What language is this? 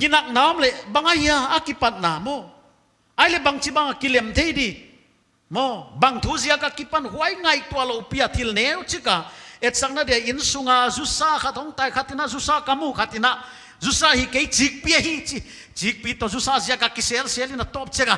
Paite Chin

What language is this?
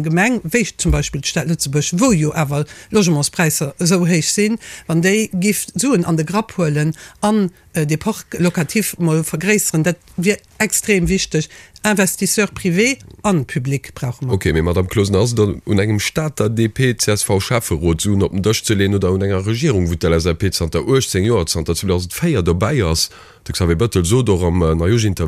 Luxembourgish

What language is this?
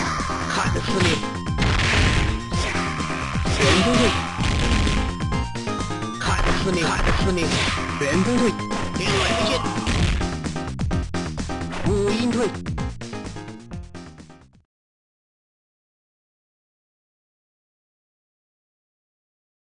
Chinese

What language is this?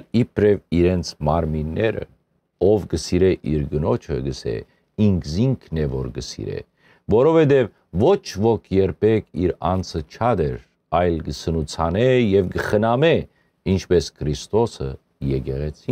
Western Armenian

